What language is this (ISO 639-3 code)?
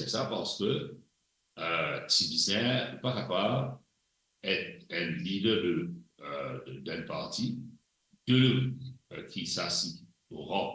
mfe